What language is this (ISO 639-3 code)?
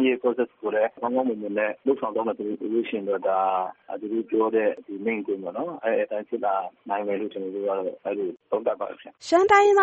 mya